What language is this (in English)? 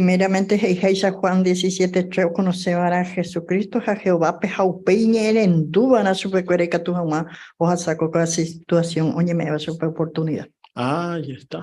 Guarani